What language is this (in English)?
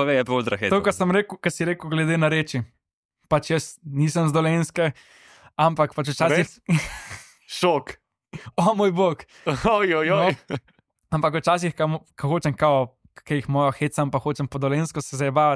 Slovenian